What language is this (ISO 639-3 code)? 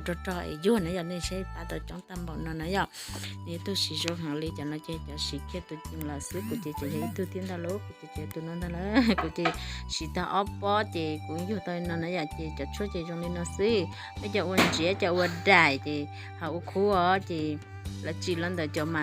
hmn